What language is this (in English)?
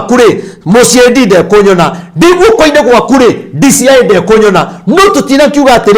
Kikuyu